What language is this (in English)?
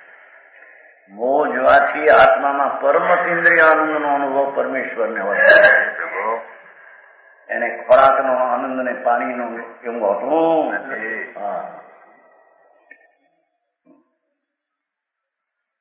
Gujarati